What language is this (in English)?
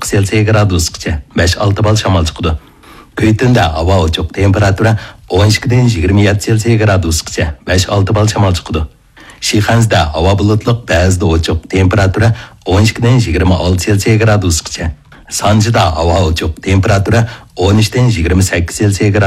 Uyghur